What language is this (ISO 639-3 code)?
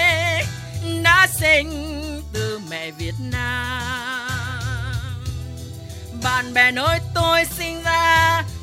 vie